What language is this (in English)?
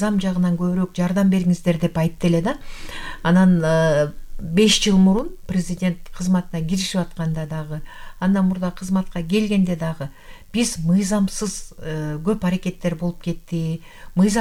Kyrgyz